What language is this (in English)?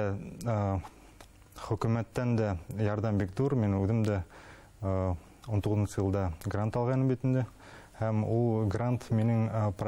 Bashkir